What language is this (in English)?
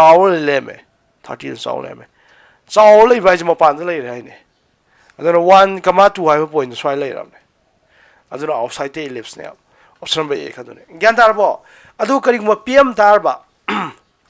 Manipuri